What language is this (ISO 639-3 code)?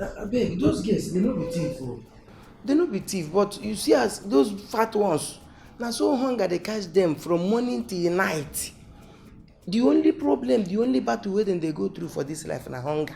pcm